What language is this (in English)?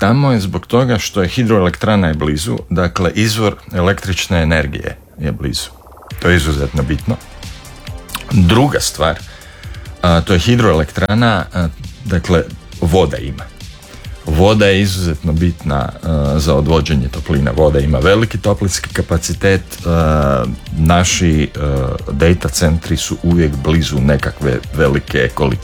Croatian